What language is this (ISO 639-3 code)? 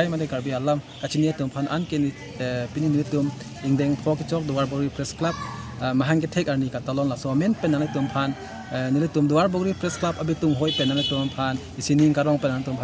mjw